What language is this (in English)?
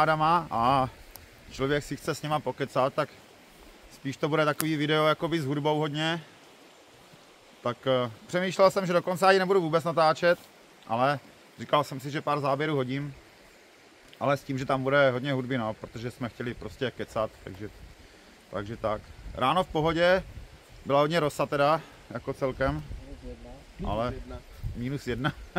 Czech